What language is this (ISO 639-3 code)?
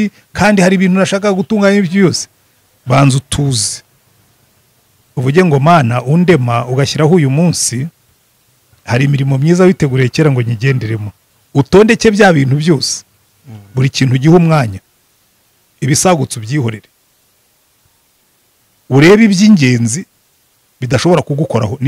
kin